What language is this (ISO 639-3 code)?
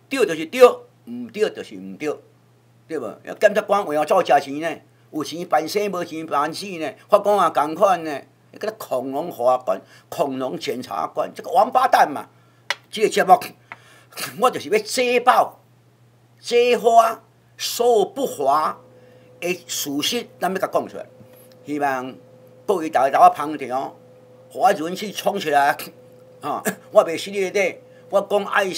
nan